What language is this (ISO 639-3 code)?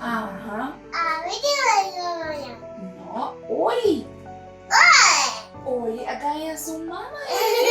pap